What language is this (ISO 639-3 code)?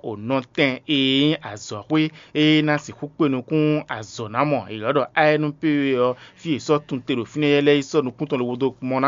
fon